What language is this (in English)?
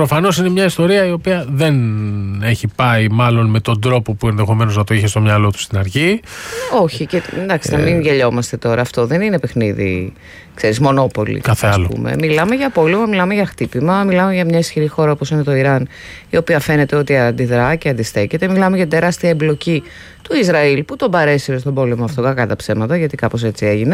Greek